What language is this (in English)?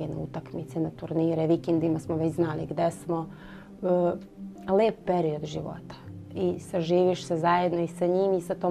Serbian